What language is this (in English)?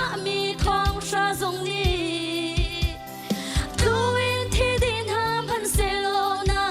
Hakha Chin